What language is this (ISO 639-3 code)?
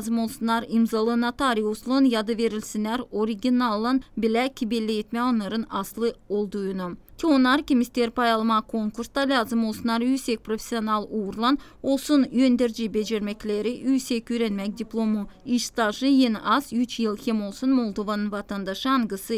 gag